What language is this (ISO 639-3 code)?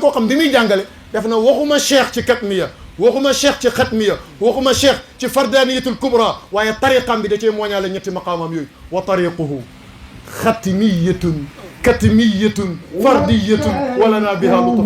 wol